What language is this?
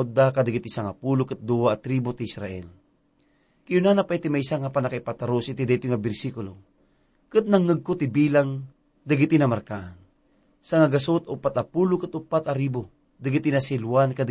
Iloko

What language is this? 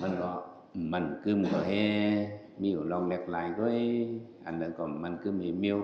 Shan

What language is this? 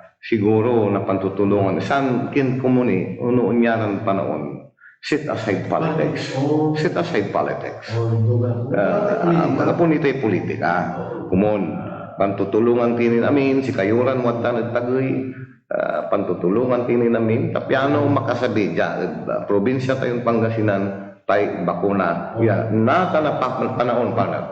Pangasinan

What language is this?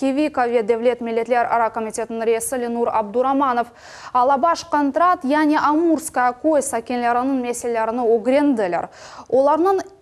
Crimean Tatar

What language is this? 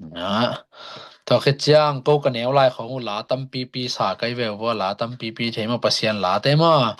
Tedim Chin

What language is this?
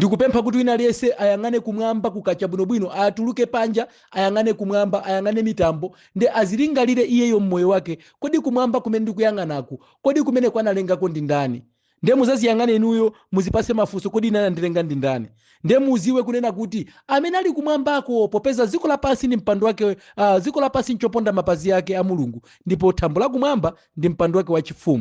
Nyanja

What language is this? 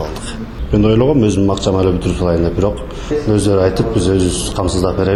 Kyrgyz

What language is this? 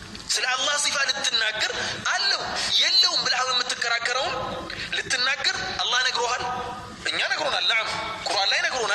Amharic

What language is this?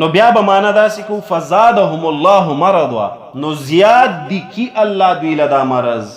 Pashto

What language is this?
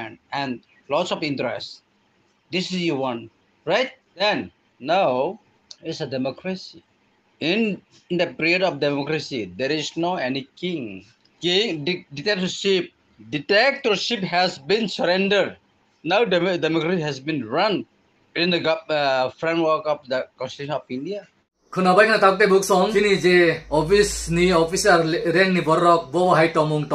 Kok Borok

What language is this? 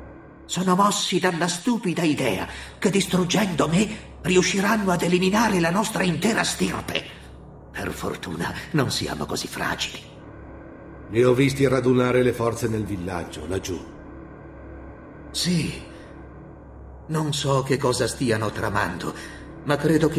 Italian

